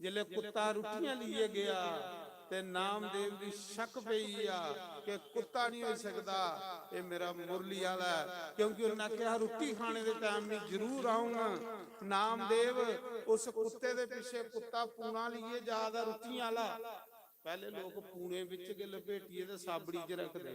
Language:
Dogri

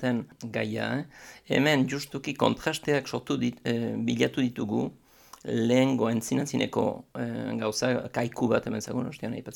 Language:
Basque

